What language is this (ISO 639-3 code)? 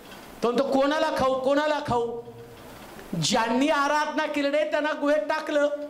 mar